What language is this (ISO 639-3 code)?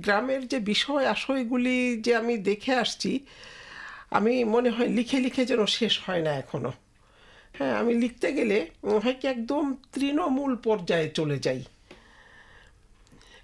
ben